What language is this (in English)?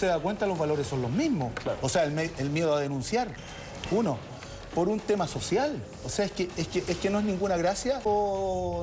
Spanish